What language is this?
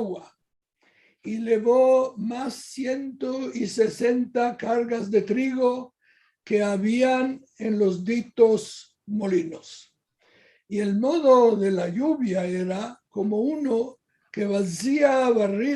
Ladino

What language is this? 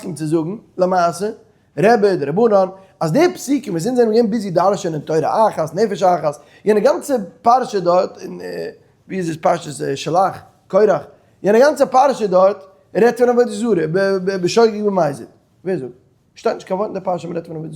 Yiddish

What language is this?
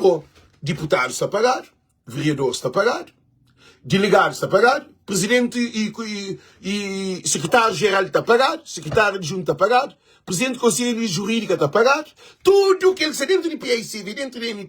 Kabuverdianu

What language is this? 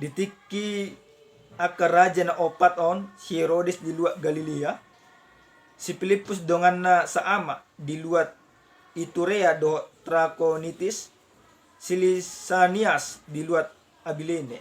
Batak Toba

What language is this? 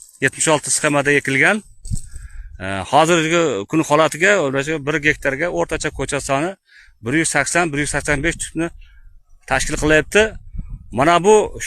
Uzbek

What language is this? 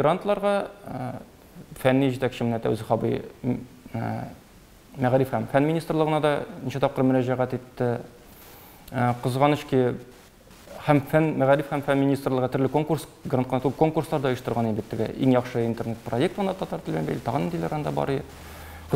Tatar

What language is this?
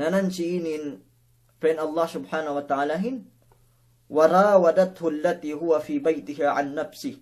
Yakan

